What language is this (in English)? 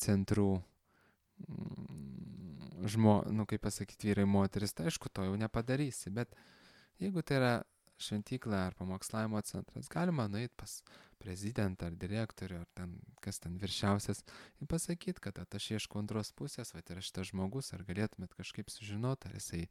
Lithuanian